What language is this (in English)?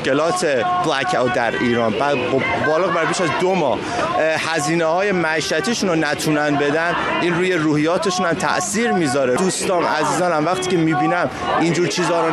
Persian